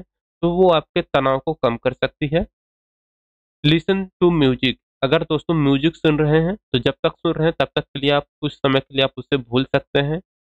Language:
Hindi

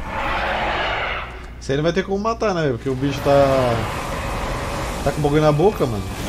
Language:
Portuguese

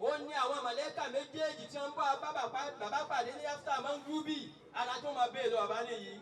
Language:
Yoruba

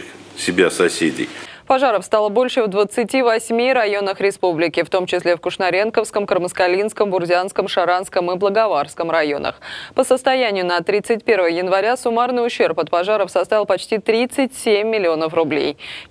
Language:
Russian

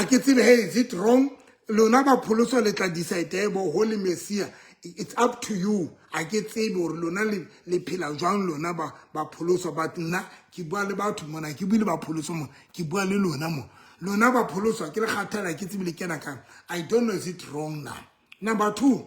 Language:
Southern Sotho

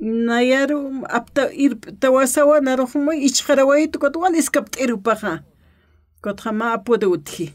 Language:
Aymara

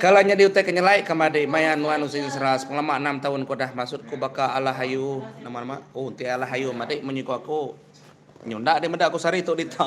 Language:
Iban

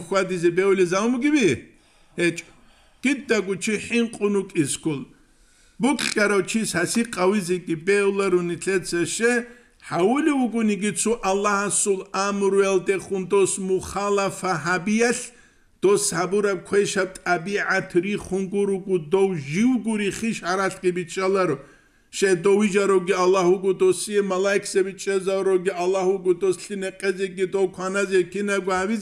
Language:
Avaric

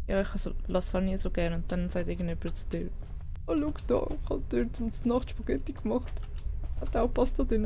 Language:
Swiss German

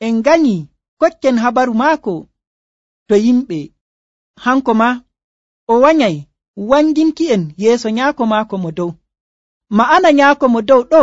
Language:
Nigerian Fulfulde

